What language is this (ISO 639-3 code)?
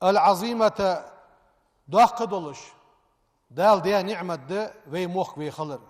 inh